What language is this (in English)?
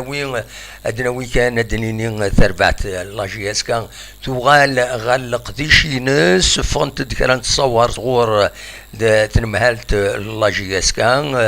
Kabyle